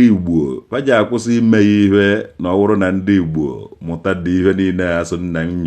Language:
Igbo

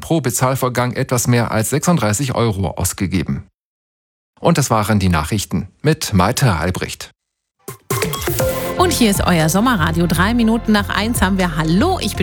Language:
German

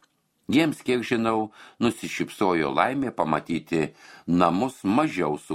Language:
Lithuanian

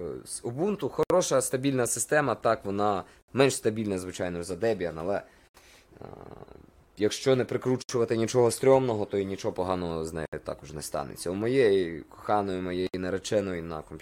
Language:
Ukrainian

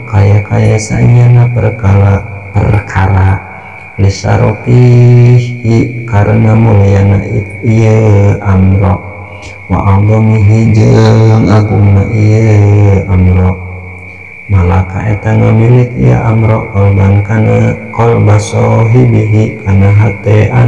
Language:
Sundanese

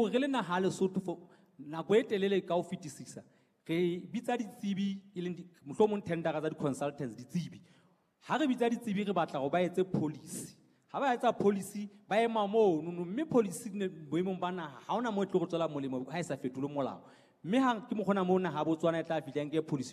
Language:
Southern Sotho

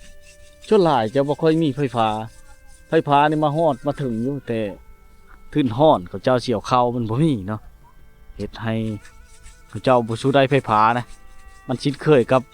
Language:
Lao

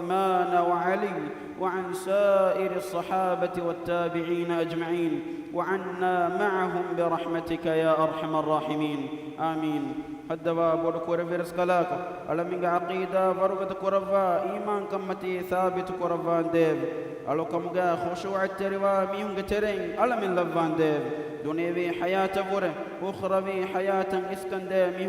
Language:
Divehi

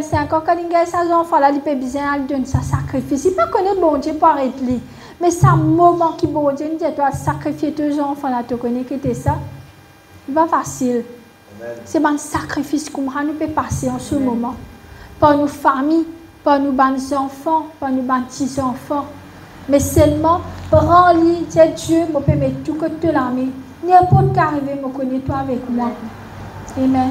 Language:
Morisyen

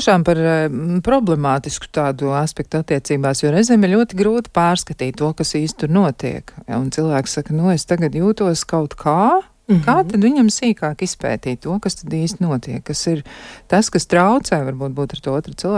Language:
Latvian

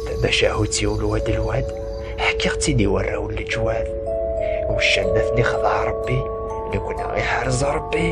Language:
Kabyle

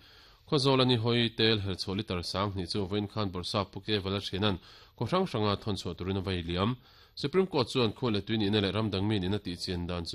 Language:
Mizo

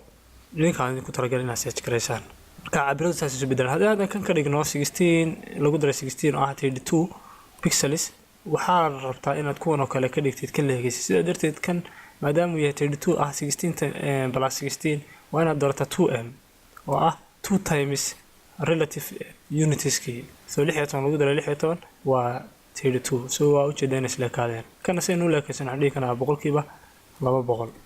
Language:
Somali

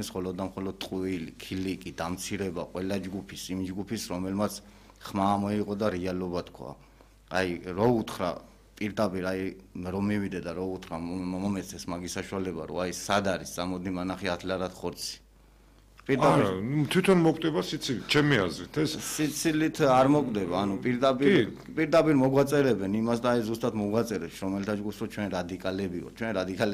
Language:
Georgian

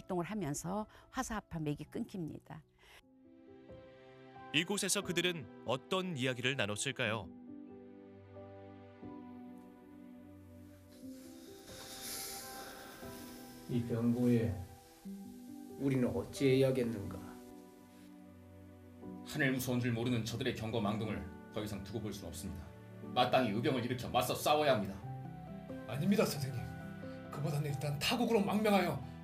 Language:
Korean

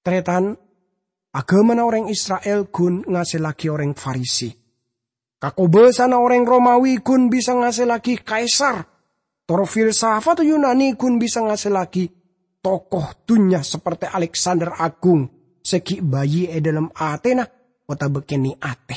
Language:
Madurese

